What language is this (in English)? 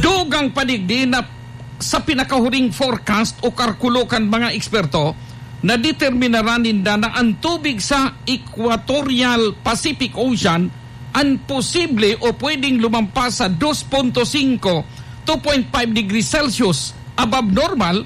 Bikol